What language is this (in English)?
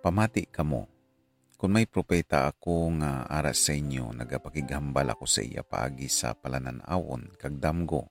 Hiligaynon